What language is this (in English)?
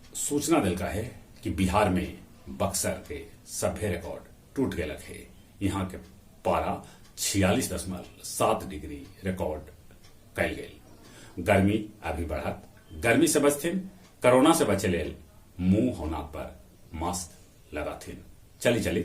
Magahi